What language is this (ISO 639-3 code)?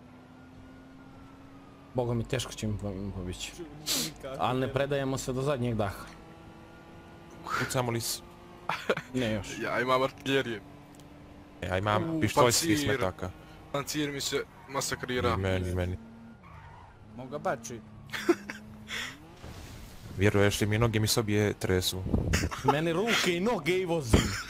hrv